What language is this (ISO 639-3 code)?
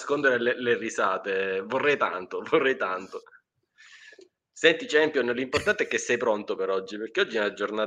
ita